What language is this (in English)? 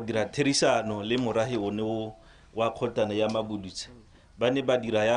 Tswana